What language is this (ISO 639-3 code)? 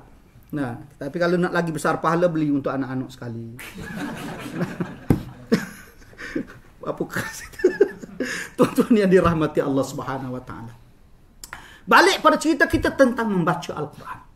msa